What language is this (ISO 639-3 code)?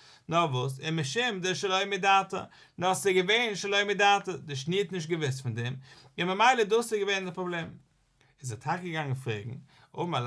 yid